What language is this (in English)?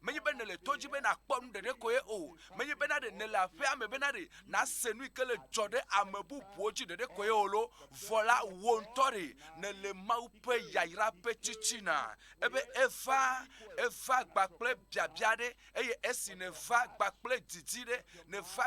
Ewe